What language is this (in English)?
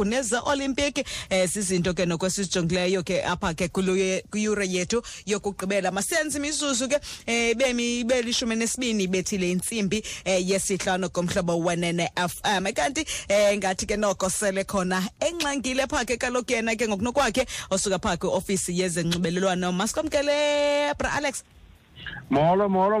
Xhosa